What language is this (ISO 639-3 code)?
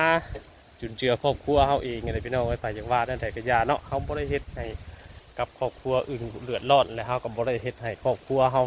tts